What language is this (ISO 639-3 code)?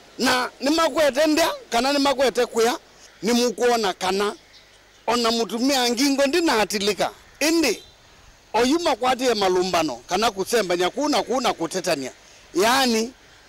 kam